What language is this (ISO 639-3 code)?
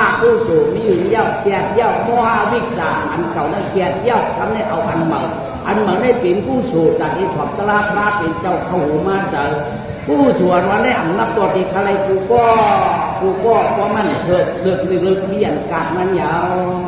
shn